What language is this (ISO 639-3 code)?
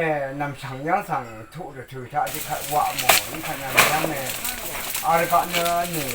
raw